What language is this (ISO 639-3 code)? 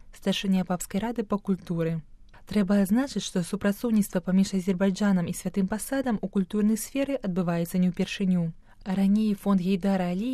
bel